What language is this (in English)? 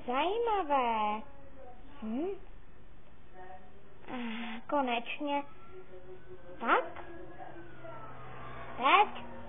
Czech